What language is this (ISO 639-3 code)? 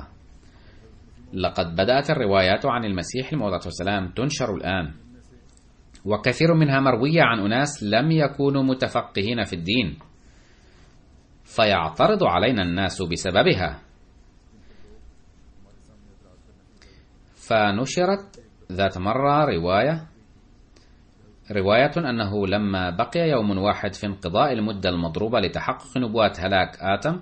ara